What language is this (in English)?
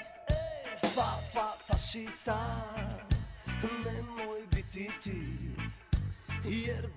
Bosnian